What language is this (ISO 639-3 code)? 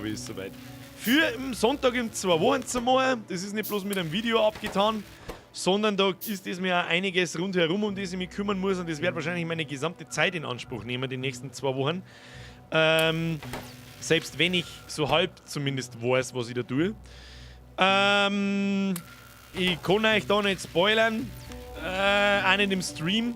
bar